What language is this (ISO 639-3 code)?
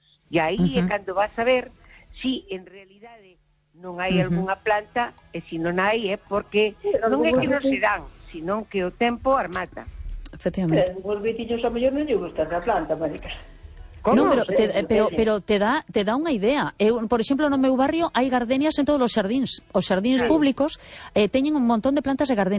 glg